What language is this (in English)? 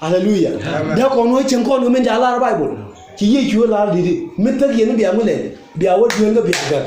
Nuer